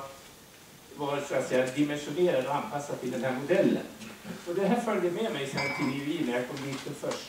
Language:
Swedish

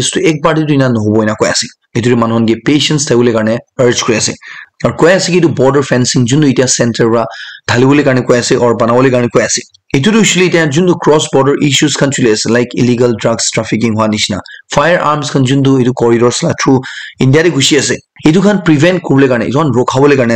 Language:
Naga Pidgin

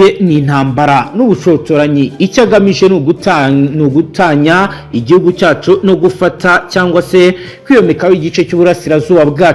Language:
Kinyarwanda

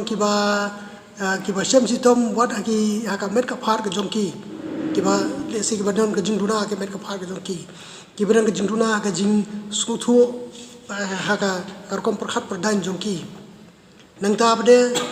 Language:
Khasi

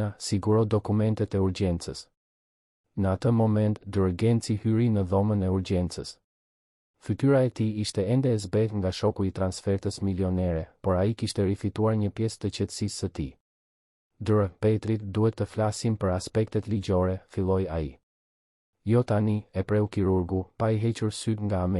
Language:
Albanian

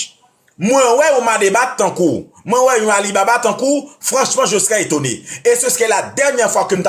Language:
Haitian Creole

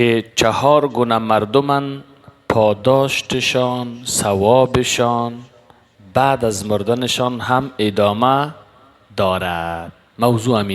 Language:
Persian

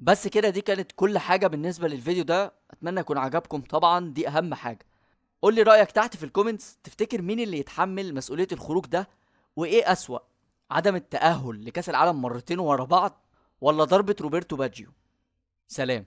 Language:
Egyptian Arabic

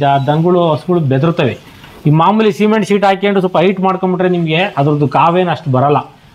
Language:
Kannada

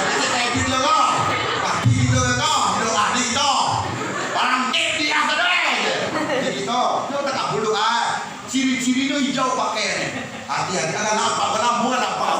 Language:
Minangkabau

